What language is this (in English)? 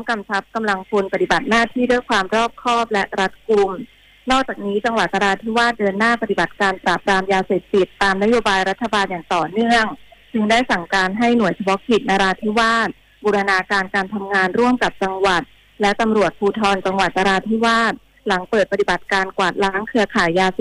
Thai